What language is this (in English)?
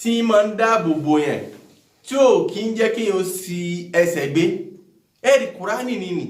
Yoruba